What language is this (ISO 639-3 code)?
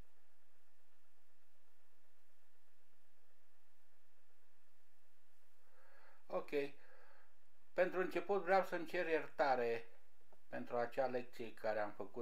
ron